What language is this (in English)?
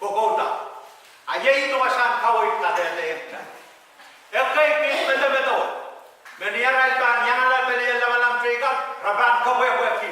Pohnpeian